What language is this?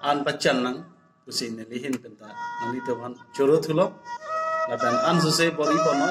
Karbi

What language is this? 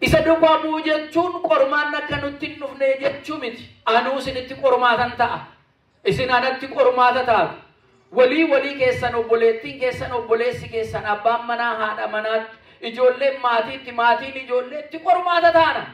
Oromo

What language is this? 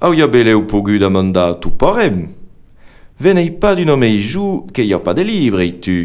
Occitan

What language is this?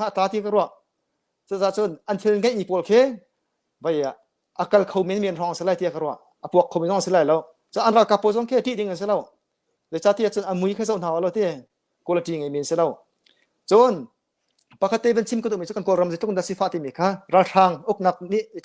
Hakha Chin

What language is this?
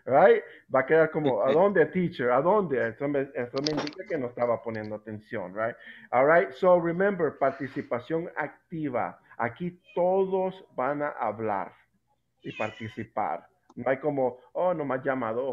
Spanish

